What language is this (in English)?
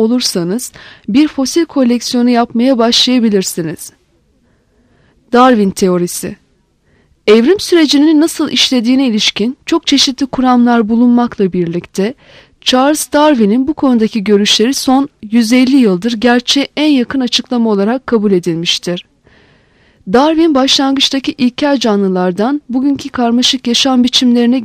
Turkish